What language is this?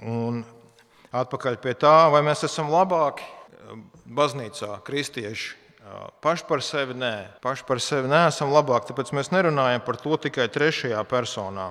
Latvian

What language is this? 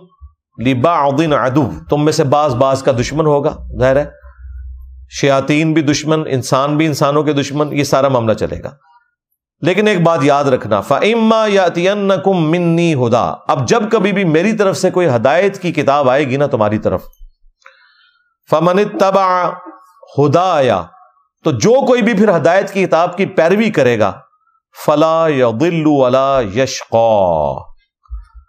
Urdu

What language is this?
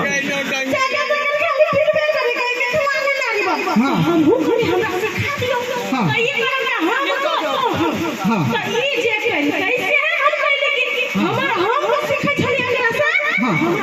Maithili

